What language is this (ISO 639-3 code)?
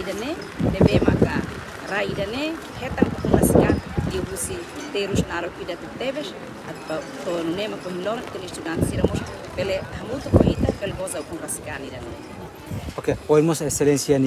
tet